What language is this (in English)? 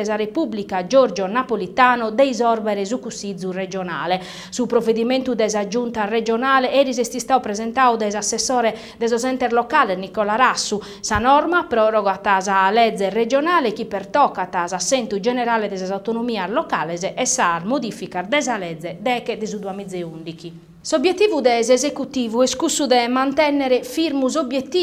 Sardinian